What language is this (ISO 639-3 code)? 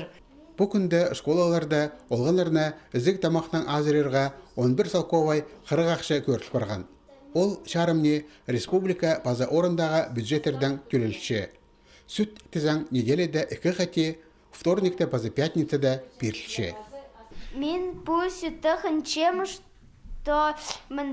kjh